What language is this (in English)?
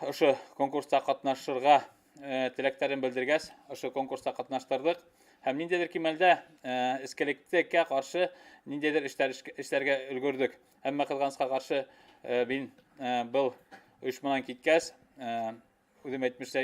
Bashkir